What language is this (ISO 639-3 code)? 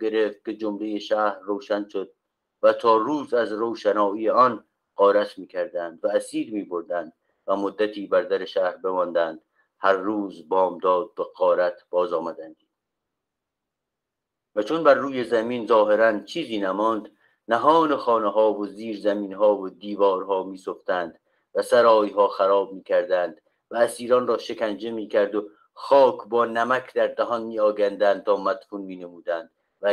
fas